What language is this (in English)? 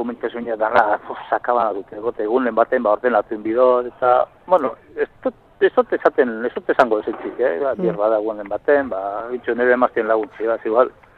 Basque